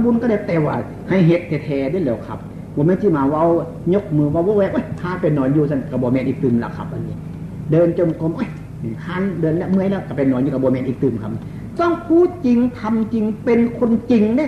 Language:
Northeastern Thai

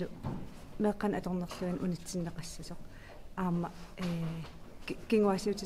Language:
Kalaallisut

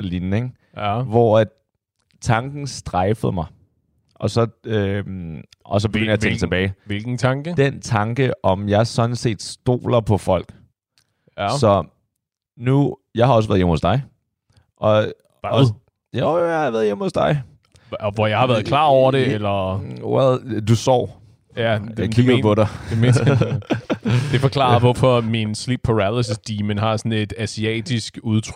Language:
Danish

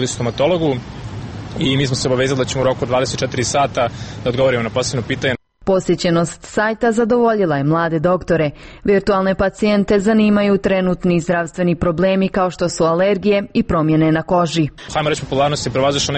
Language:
Bosnian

